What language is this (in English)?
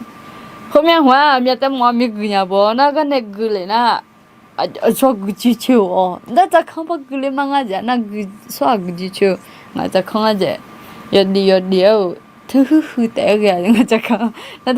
Akha